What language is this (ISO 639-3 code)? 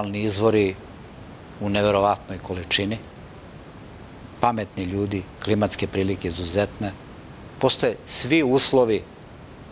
srp